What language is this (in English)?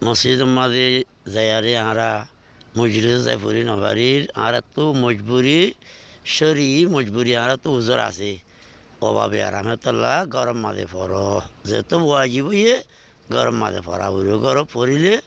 Rohingya